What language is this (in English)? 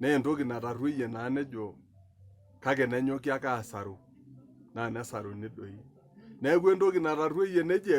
Masai